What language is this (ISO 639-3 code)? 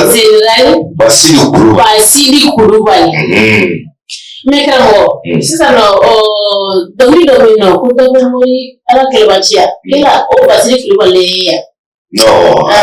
bam